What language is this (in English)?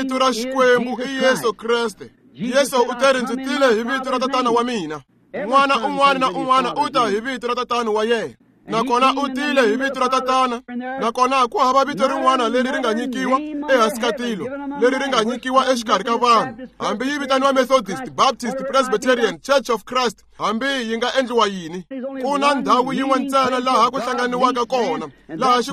Tsonga